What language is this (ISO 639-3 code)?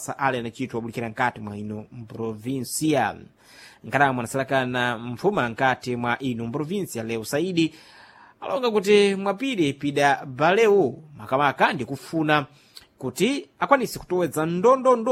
seh